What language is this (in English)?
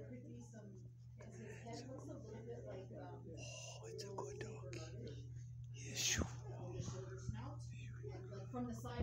English